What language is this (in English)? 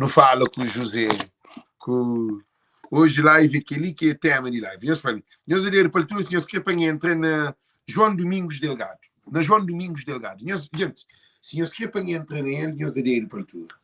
Kabuverdianu